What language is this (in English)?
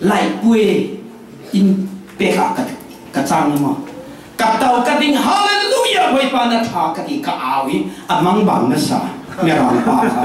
Falam Chin